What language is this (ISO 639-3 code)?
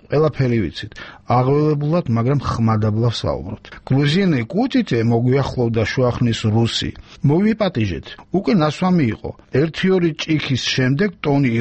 kat